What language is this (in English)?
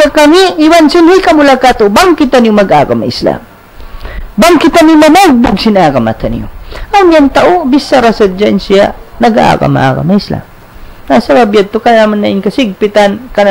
Tausug